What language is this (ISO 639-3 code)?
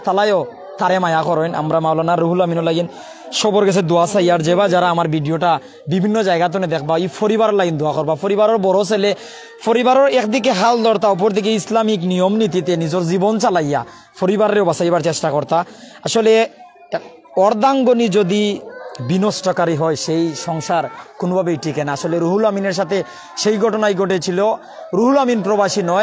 syl